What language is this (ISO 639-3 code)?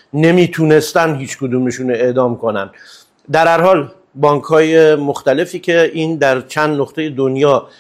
fas